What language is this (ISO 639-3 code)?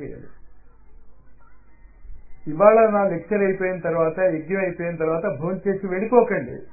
tel